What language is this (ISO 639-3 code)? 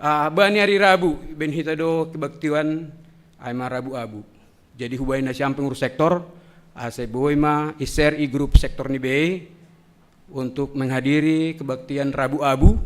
bts